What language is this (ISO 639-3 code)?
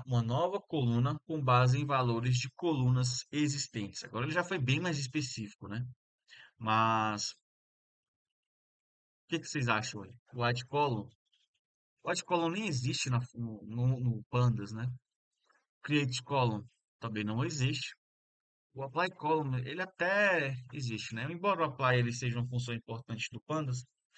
por